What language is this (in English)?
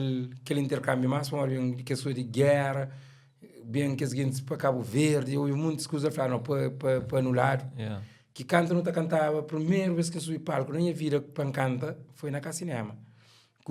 Kabuverdianu